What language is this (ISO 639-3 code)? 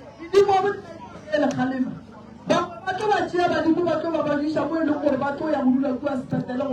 nso